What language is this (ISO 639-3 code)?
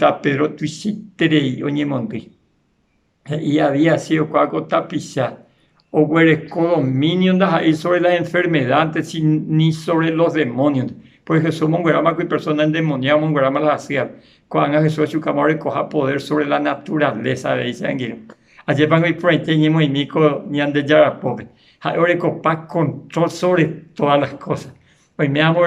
grn